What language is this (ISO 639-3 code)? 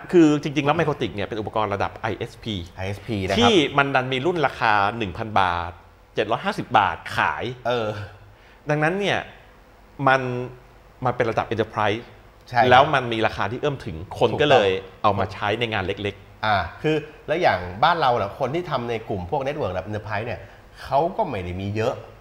tha